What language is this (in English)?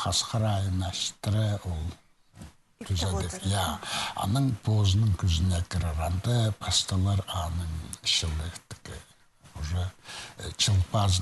Khakas